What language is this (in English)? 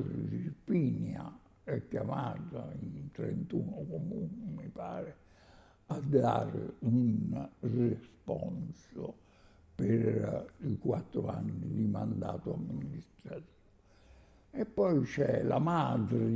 Italian